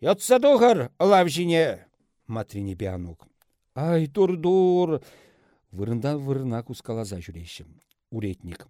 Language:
Chuvash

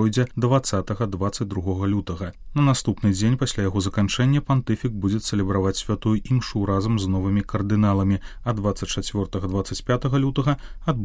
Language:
Belarusian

